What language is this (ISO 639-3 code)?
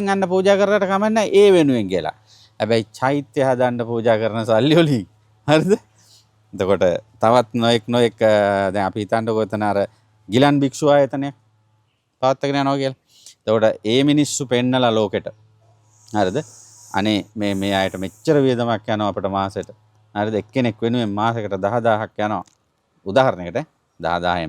sin